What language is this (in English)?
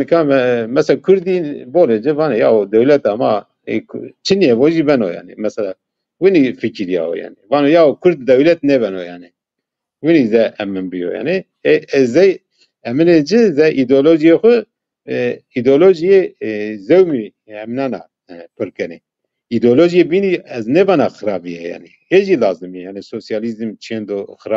Zaza